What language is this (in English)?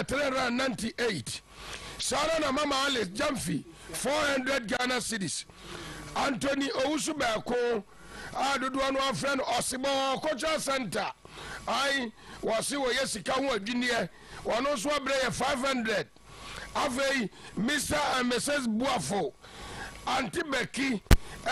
Akan